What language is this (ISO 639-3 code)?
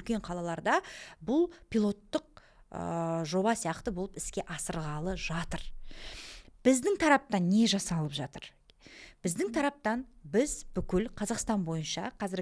kaz